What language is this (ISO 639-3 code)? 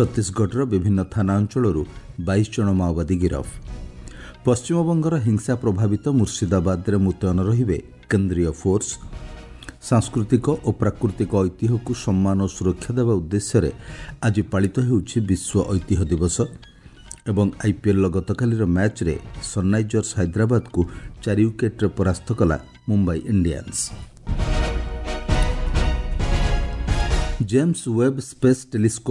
ori